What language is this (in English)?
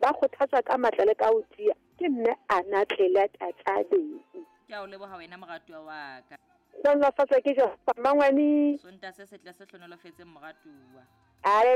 Southern Sotho